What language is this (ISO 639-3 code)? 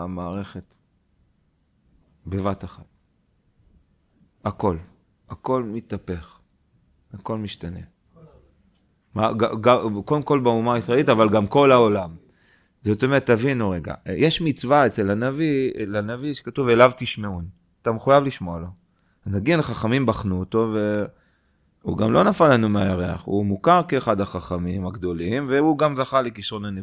heb